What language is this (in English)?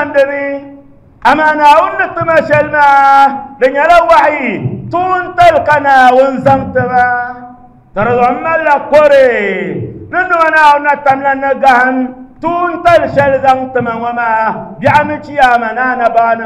Dagbani